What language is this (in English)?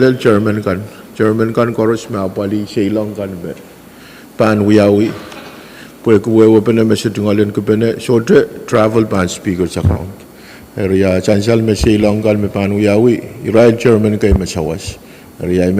Pohnpeian